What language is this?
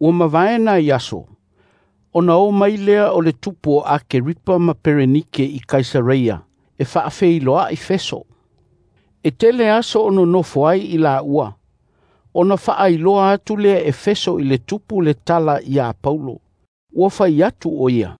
Samoan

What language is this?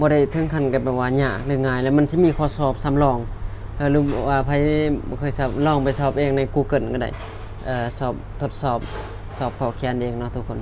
Lao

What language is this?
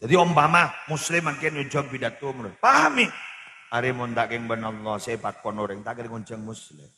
Madurese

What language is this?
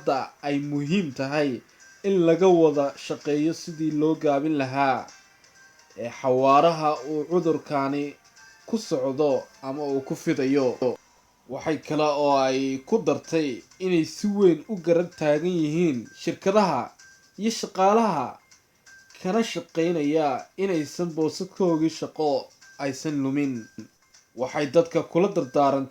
Somali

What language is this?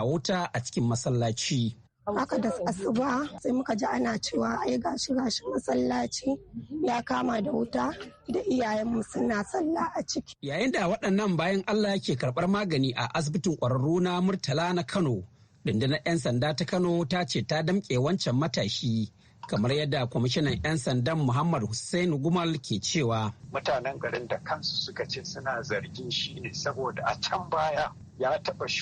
Hausa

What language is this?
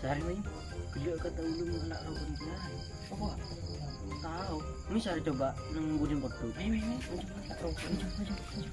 Madurese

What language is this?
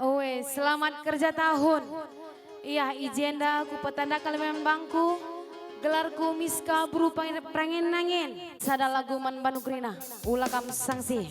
Batak Karo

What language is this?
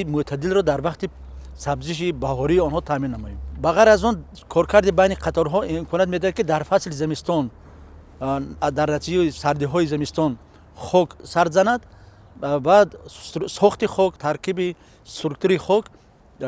Tajik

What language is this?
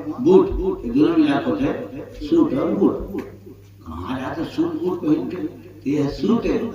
Chhattisgarhi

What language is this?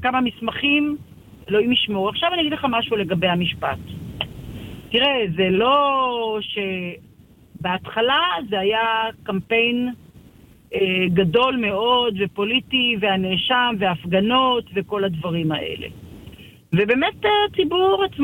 Hebrew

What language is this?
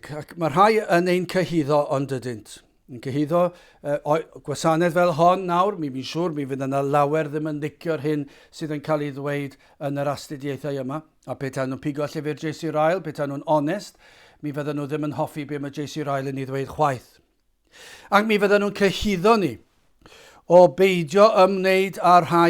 Welsh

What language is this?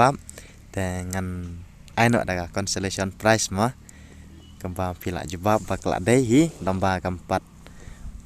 Khasi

